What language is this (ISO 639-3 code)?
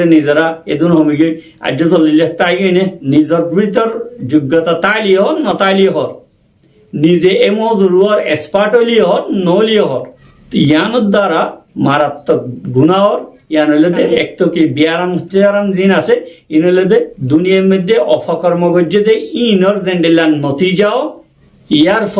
rhg